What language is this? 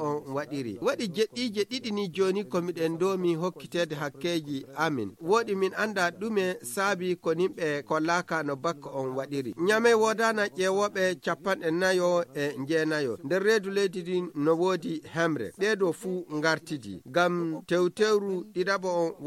Nigerian Fulfulde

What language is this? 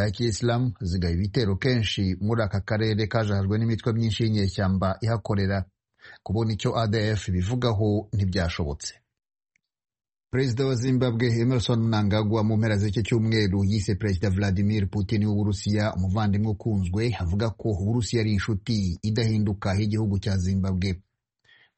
Kinyarwanda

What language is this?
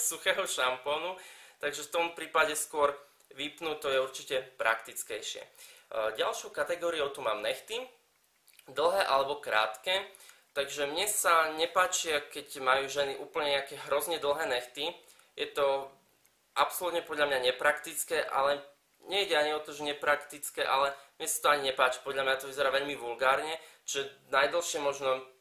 Slovak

